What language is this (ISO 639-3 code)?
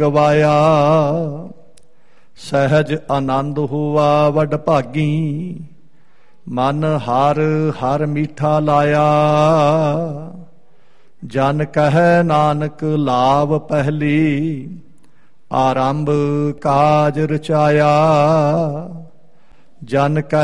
pan